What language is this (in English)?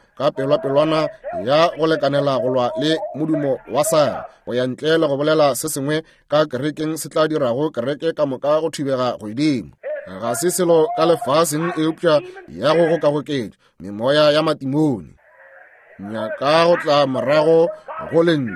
Northern Sotho